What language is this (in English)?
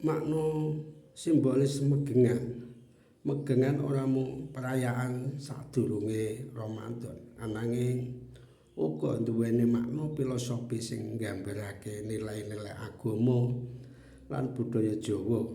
Javanese